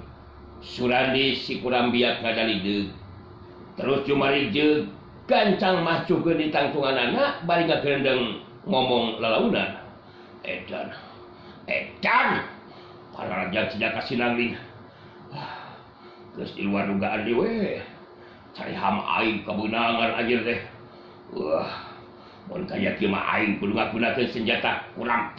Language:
Sundanese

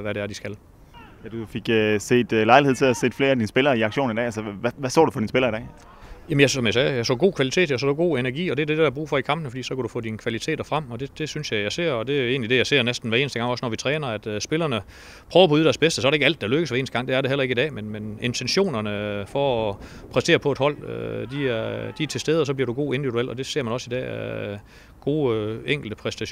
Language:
Danish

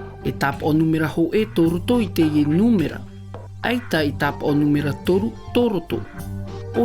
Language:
Tahitian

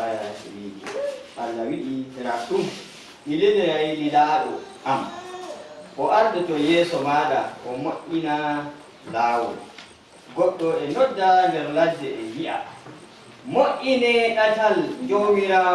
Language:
Fula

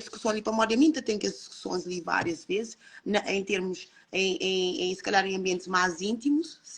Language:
Kabuverdianu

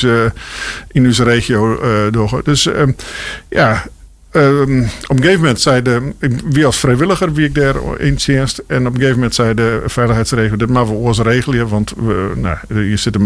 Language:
Western Frisian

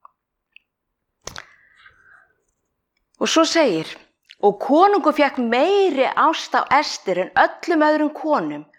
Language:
Icelandic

